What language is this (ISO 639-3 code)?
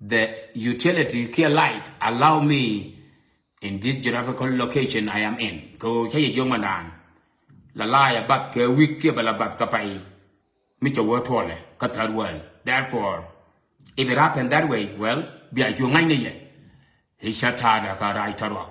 nus